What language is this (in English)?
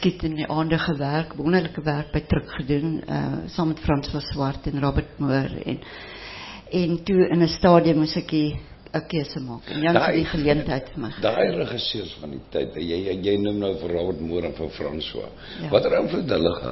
Afrikaans